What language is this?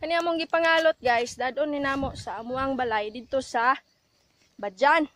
Cebuano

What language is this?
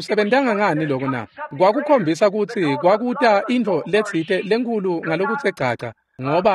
Swati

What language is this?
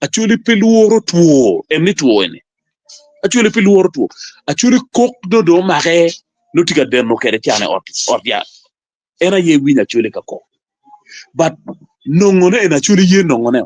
Acoli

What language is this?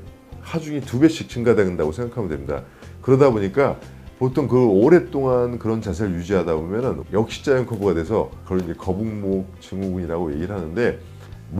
Korean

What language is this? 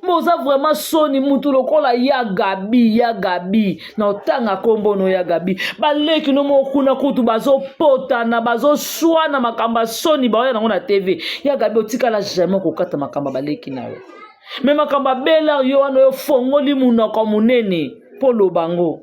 Lingala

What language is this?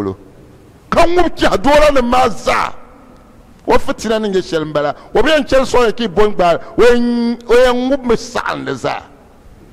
Dagbani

